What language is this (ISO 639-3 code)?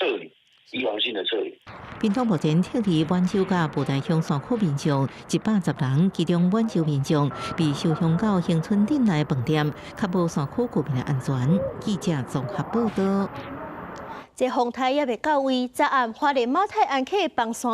nan